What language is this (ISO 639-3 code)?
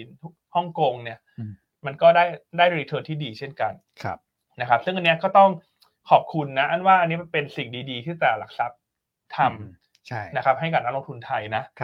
tha